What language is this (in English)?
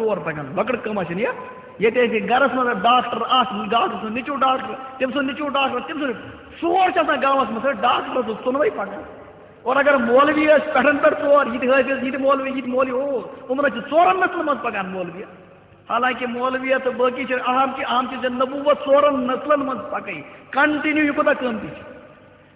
Kashmiri